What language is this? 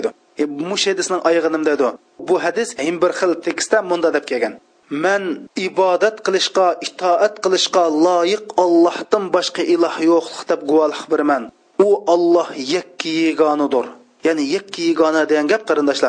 Uyghur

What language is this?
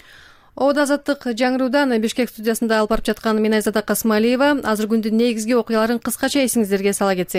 Kyrgyz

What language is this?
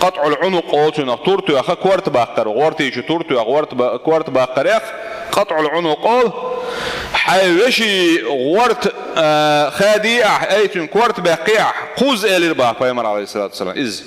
Chechen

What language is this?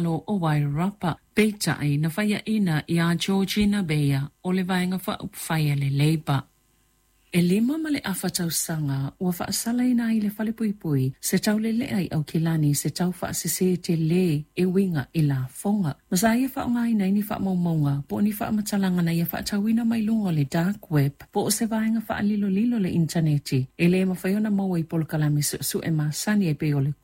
Samoan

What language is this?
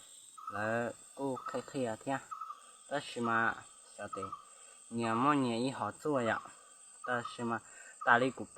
Hmong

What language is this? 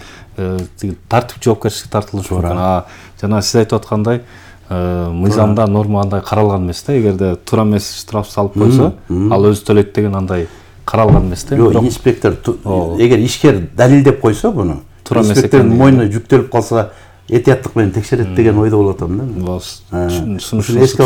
Kyrgyz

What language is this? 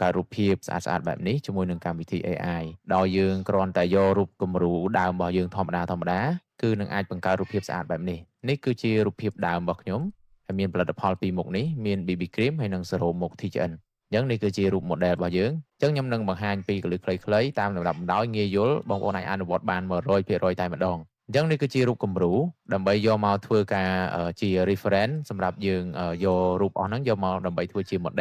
Khmer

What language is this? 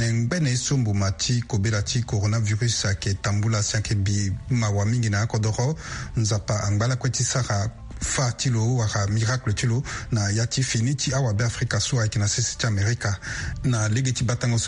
Sango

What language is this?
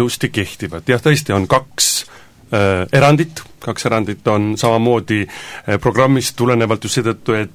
Estonian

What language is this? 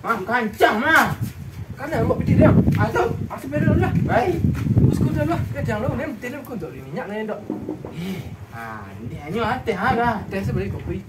Minangkabau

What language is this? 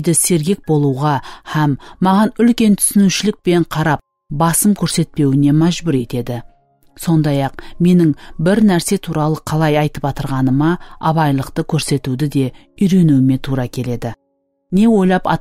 Kara-Kalpak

